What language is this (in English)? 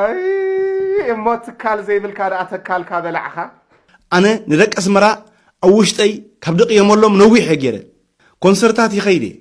Tigrinya